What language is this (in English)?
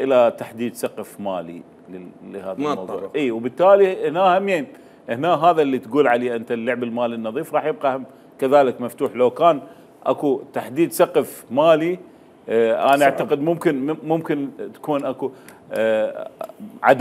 Mesopotamian Arabic